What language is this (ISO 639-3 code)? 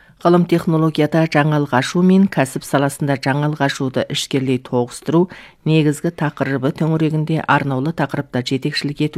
kaz